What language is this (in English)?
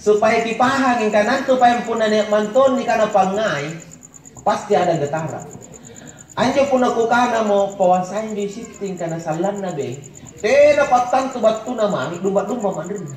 Makasar